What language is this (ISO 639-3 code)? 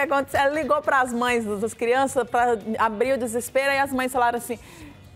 por